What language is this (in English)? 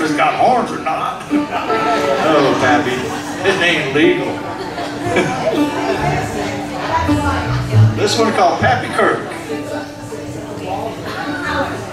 English